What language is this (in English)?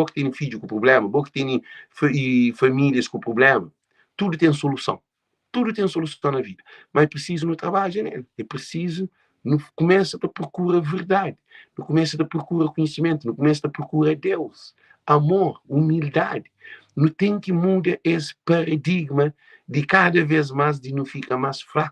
Kabuverdianu